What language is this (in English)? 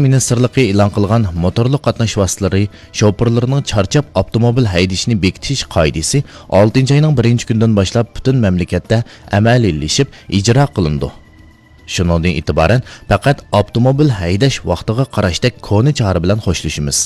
Uyghur